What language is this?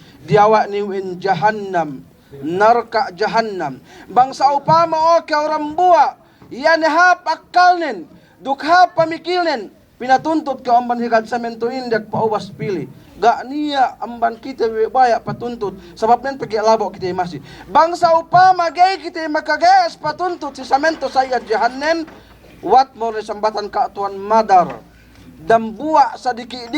Yakan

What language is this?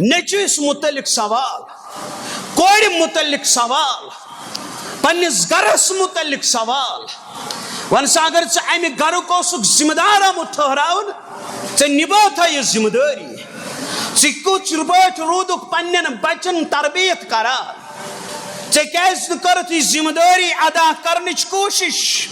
Kashmiri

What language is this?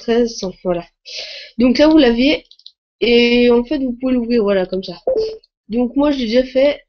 French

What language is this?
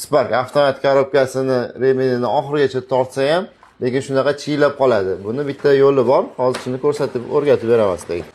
Uzbek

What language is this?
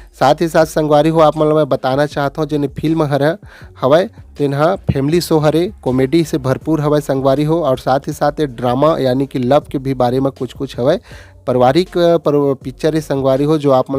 Chhattisgarhi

